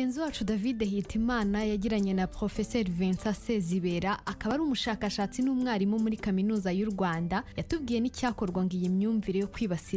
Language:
Kinyarwanda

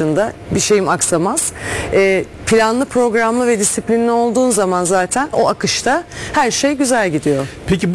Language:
Turkish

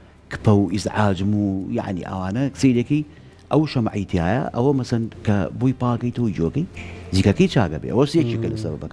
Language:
Central Kurdish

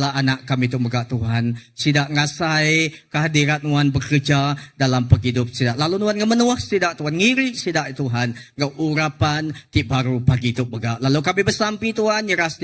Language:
Iban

